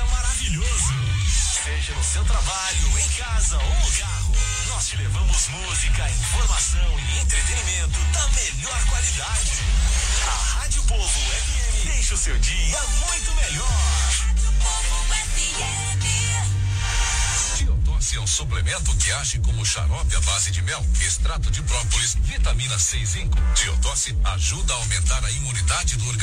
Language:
Portuguese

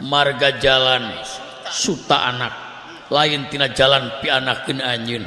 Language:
Sundanese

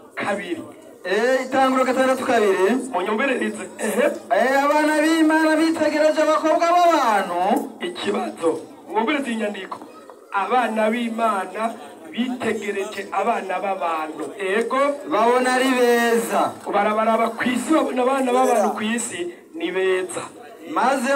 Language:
Rundi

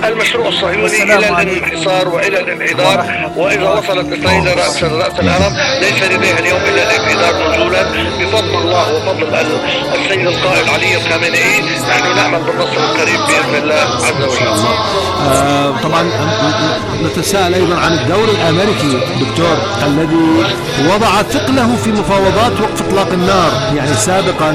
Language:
Arabic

